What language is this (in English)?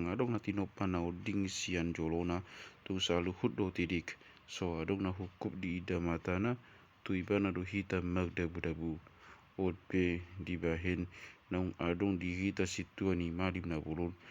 Batak Toba